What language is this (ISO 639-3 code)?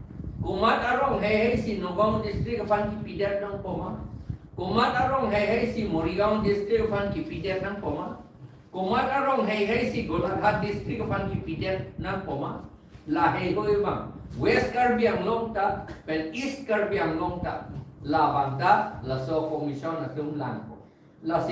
mjw